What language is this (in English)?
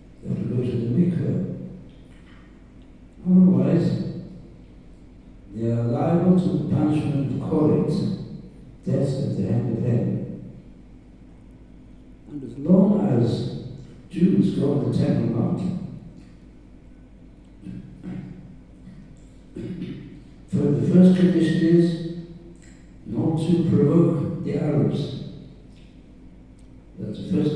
English